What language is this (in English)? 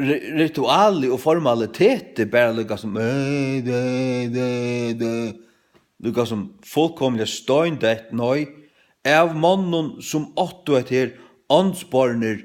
Faroese